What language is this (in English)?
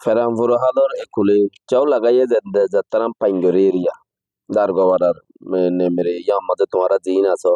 Rohingya